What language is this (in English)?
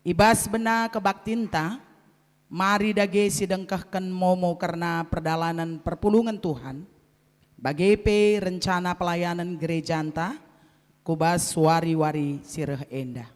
Batak Karo